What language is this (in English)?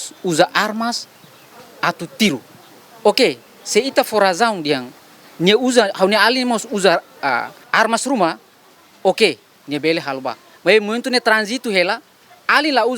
Tetum